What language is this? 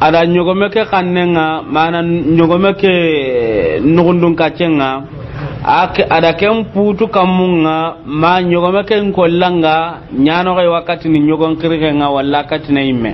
Soninke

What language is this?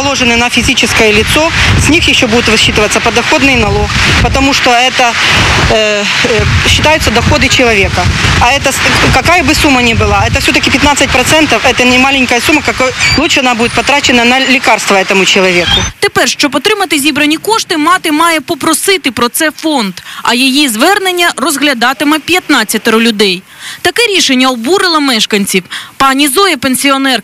Ukrainian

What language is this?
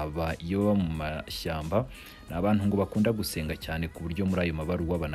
Kinyarwanda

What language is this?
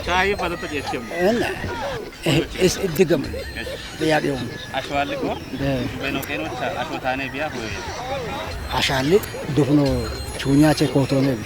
Kafa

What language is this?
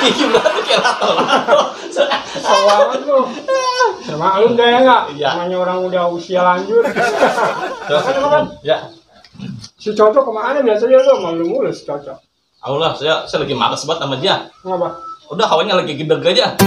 Betawi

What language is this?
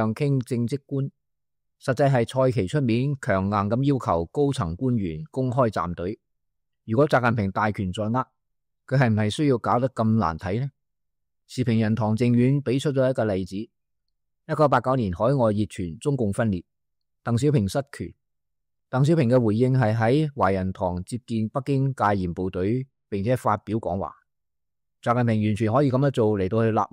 Cantonese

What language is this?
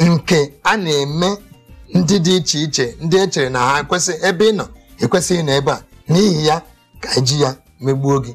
Igbo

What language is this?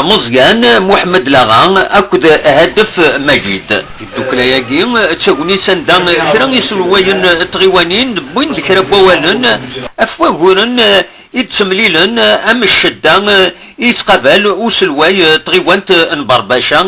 Kabyle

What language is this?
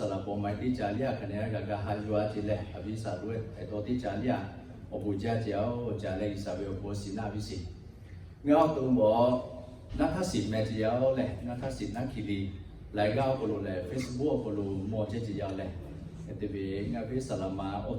Lahu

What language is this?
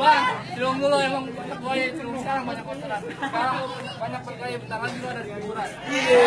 Betawi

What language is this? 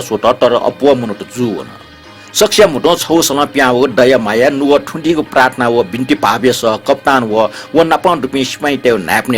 Newari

